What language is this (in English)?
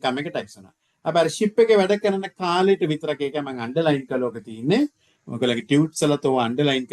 Sinhala